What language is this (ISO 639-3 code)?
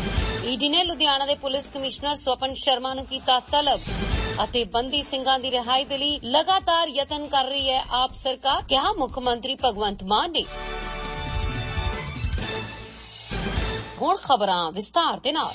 pan